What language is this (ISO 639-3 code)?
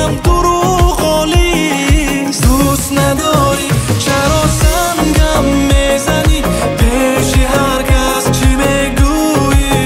tgk